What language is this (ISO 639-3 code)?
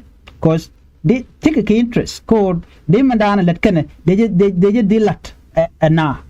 nus